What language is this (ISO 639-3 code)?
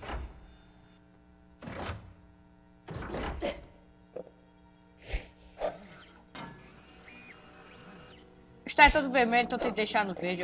por